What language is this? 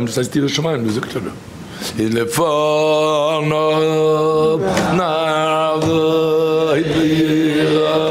Yiddish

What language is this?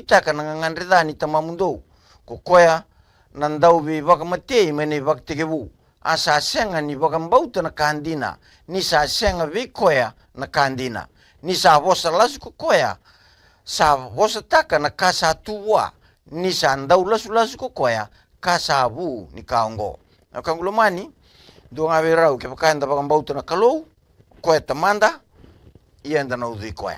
Fijian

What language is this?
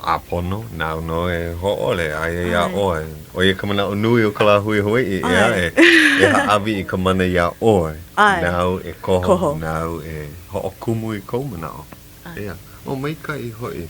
Hawaiian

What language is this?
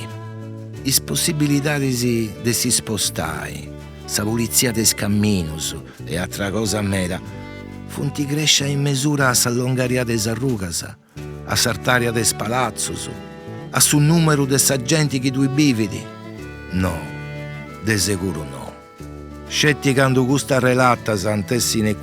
Sardinian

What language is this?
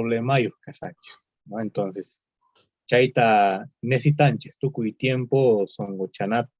Quechua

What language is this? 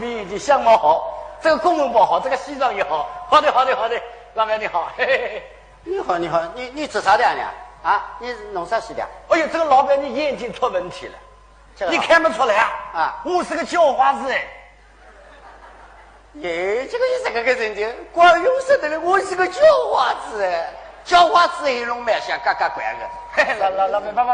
Wu Chinese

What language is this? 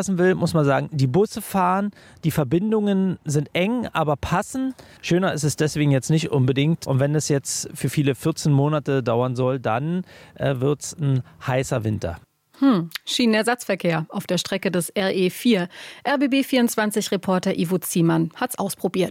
German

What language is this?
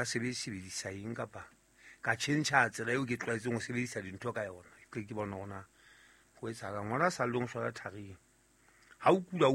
Southern Sotho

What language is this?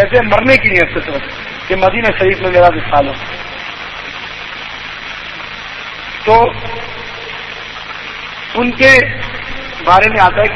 Urdu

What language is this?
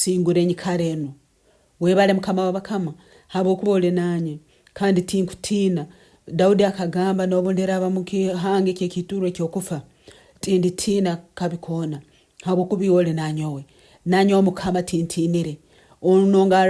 Nyankole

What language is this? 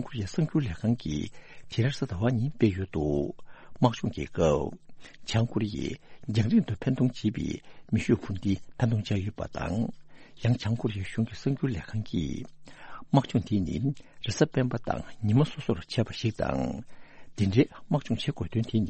Tibetan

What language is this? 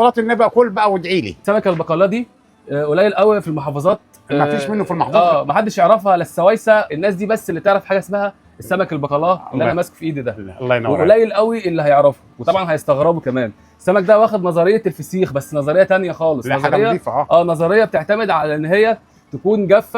Egyptian Arabic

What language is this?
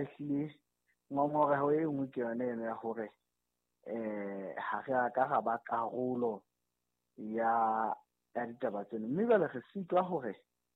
Southern Sotho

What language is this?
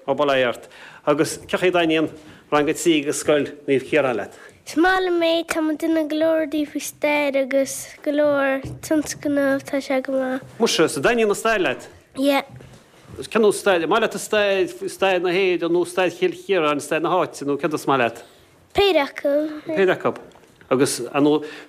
Irish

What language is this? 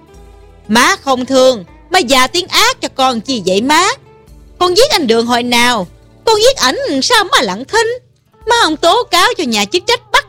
Vietnamese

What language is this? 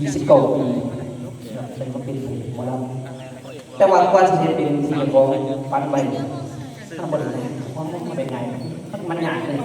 Northeastern Thai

